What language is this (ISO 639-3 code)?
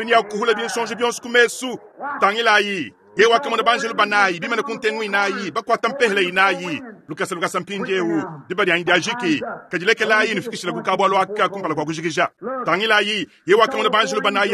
lua